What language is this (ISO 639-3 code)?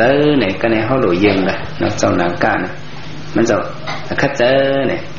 shn